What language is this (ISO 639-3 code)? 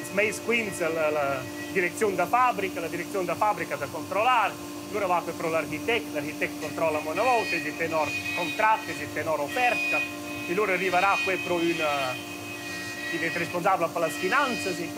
roh